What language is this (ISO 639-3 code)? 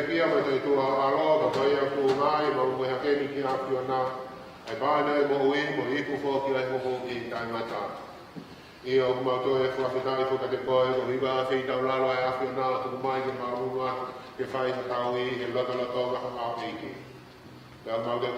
ton